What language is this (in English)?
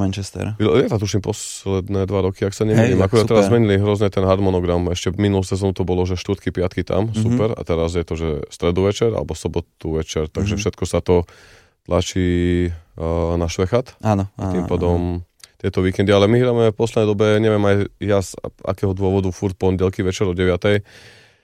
Slovak